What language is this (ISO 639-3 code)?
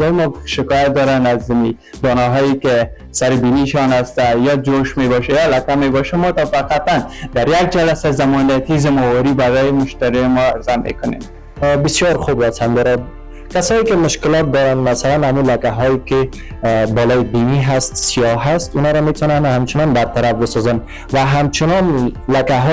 fas